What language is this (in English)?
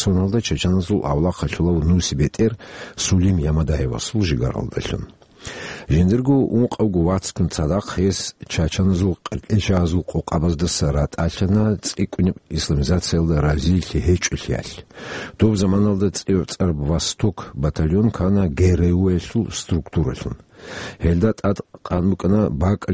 Avaric